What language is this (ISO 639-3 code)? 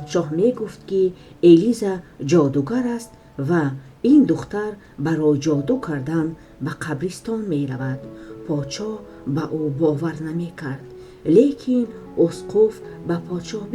tgk